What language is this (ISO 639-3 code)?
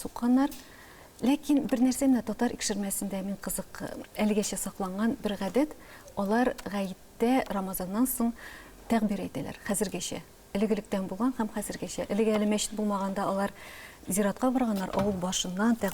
tat